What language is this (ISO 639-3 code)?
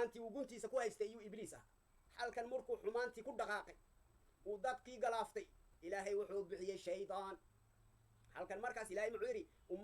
som